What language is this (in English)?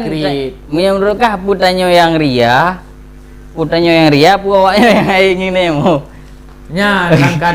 Achinese